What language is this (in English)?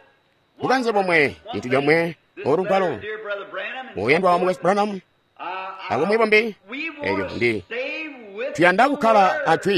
Tonga (Zambia)